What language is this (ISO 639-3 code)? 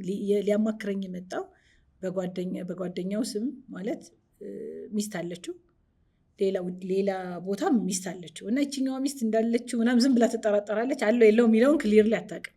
amh